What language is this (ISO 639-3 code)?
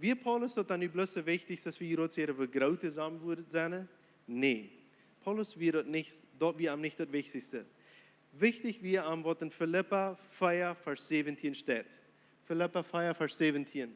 pdt